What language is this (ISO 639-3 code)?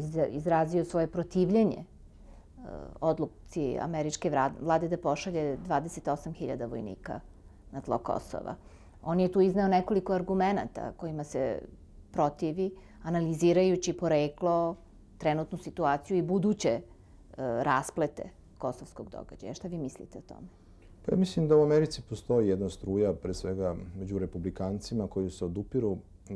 srp